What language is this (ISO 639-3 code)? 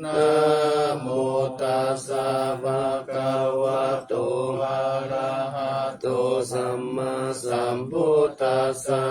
pli